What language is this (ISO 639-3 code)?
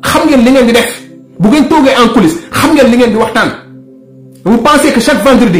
wol